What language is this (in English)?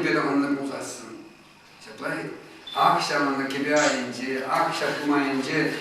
Chuvash